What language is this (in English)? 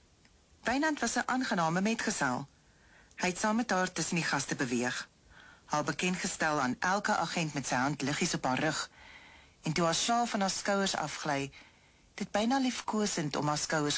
Afrikaans